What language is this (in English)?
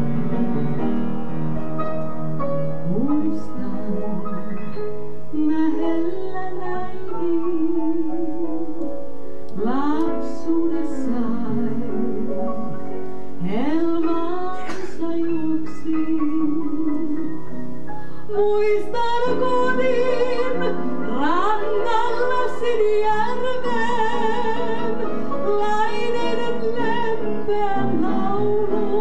Finnish